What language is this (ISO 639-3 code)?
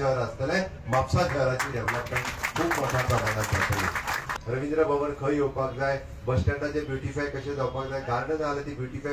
kok